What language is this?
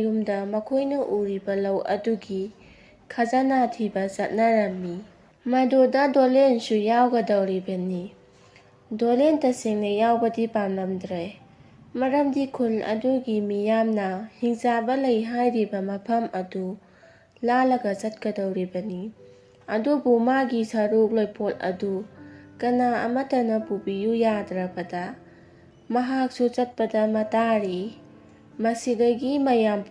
Manipuri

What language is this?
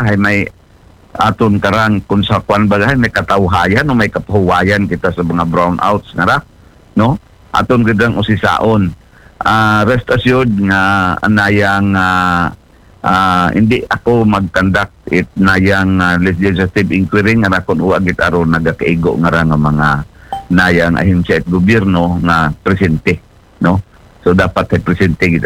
Aklanon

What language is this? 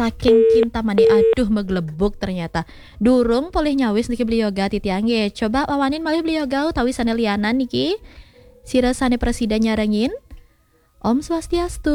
Balinese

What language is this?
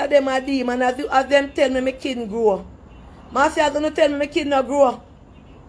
Jamaican Creole English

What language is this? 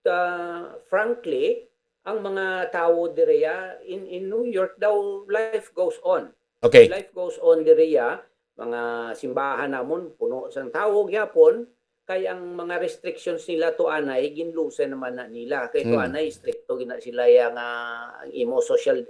Hiligaynon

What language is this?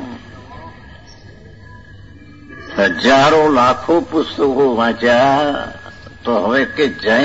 Gujarati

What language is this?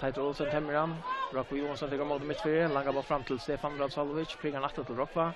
Faroese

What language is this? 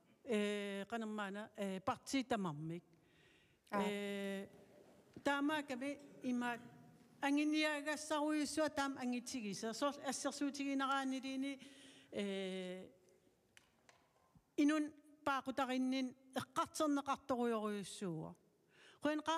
Kalaallisut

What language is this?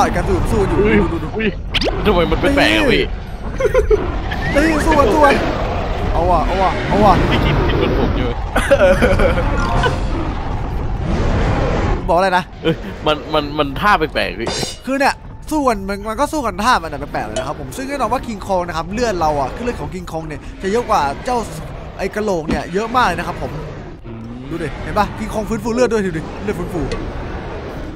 Thai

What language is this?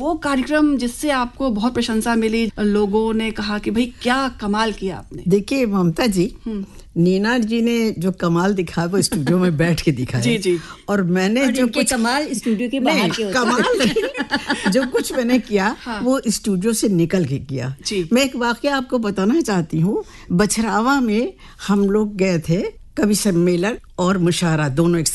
Hindi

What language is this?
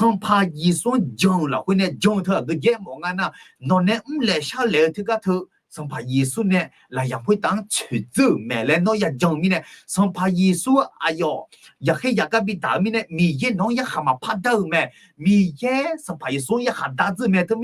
Akha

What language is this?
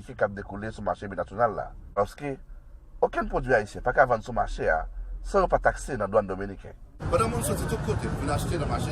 Haitian Creole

